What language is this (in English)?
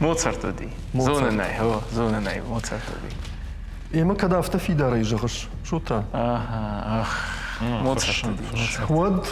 Ossetic